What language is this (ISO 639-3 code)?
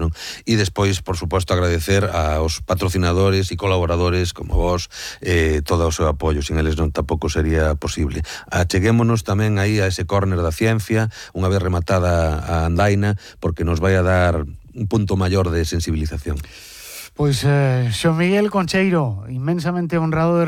glg